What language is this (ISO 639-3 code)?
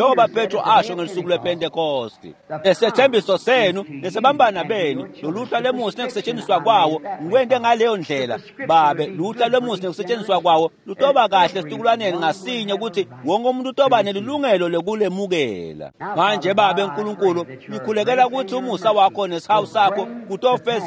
ssw